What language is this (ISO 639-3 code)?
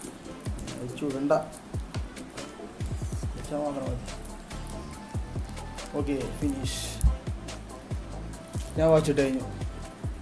mal